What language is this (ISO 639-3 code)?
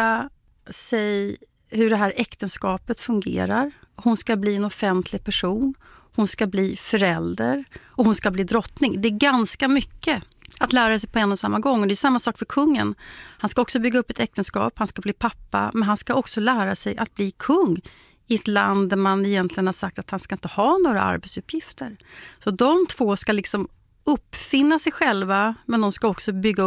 swe